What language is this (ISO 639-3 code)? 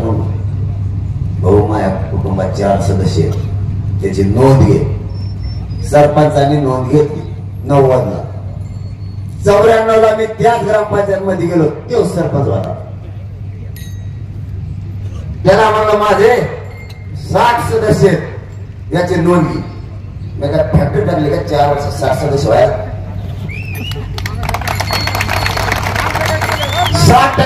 mar